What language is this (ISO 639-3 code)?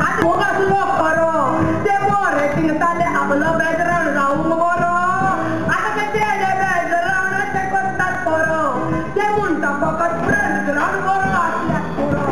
kok